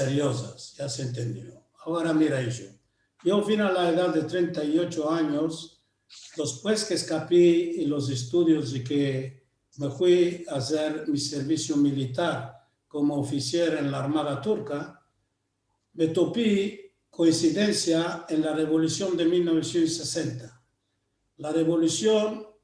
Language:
Ladino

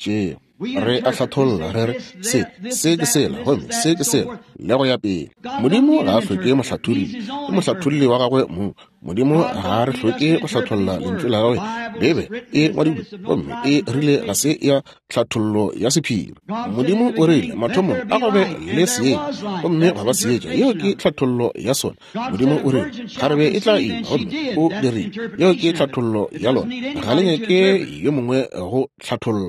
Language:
Northern Sotho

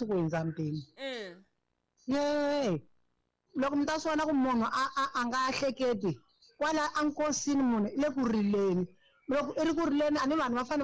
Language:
Tsonga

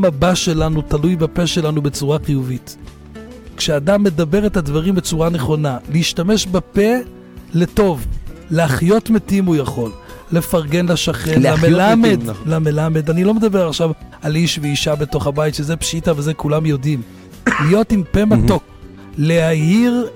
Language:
Hebrew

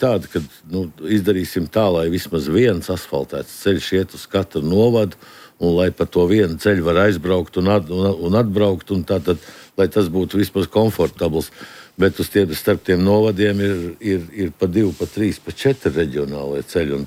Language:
Latvian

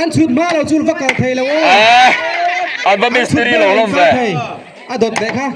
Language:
Mizo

